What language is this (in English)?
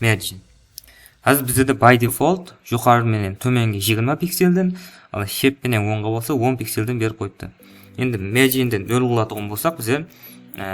Kara-Kalpak